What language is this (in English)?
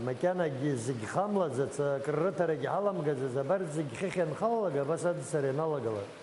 Abkhazian